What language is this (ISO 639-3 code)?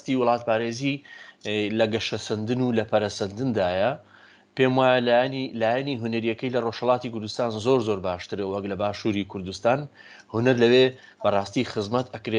ckb